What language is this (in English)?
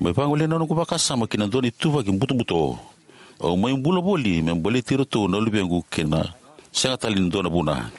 Fijian